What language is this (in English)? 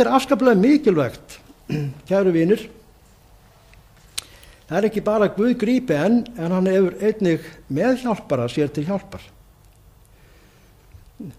Icelandic